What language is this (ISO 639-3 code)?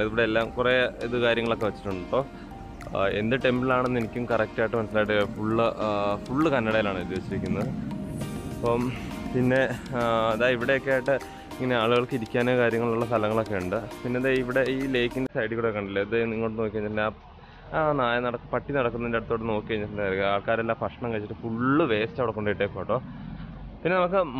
mal